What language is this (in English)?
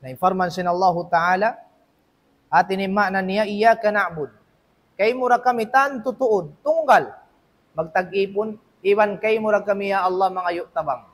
Tausug